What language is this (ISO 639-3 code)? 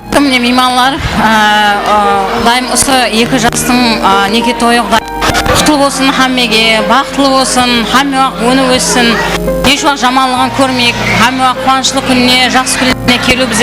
kaa